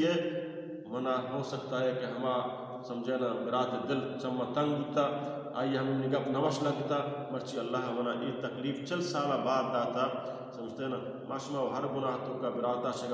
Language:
Baluchi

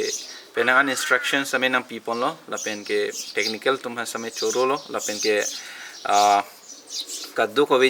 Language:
Karbi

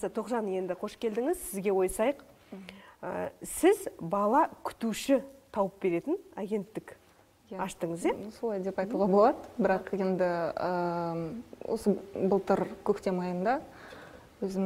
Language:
Kazakh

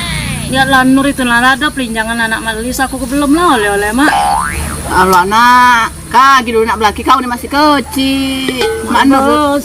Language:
Musi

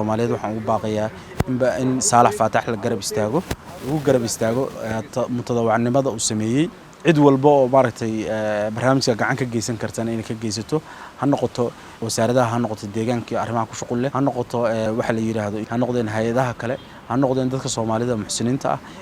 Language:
Somali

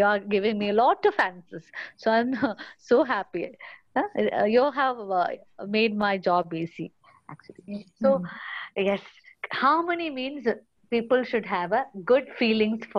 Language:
English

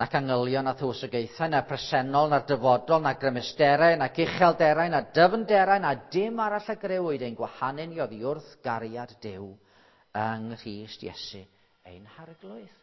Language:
Welsh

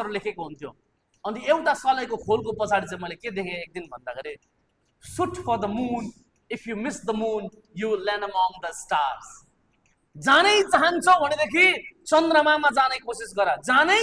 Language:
Nepali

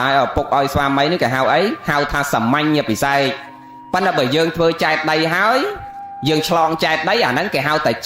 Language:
Khmer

